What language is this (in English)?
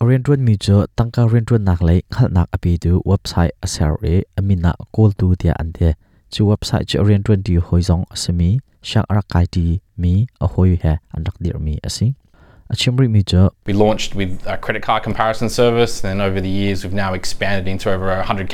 Hakha Chin